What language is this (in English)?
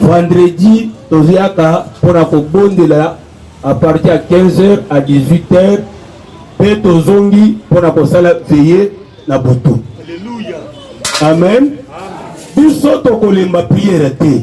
Lingala